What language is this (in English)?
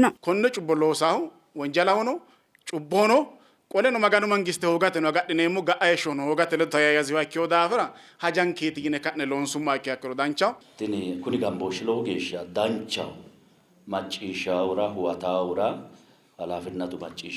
Sidamo